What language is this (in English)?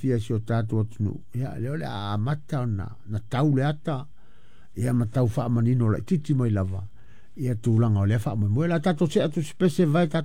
Samoan